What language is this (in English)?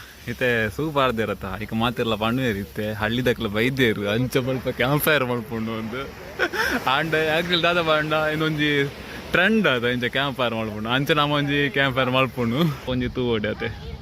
Tulu